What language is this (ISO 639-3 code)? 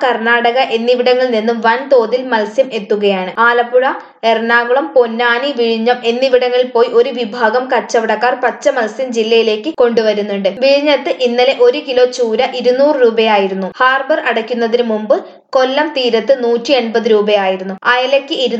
mal